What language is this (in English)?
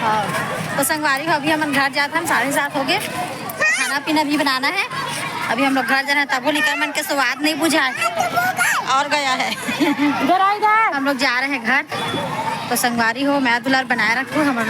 Chhattisgarhi